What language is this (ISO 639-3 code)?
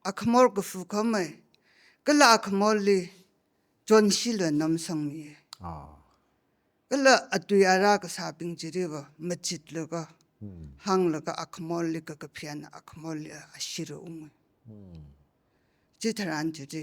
nmf